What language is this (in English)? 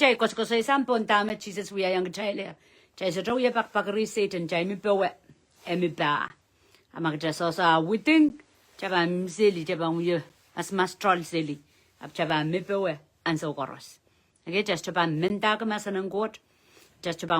Pohnpeian